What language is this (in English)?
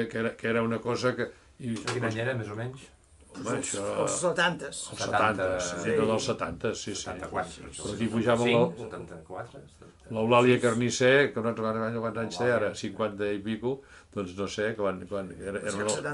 Catalan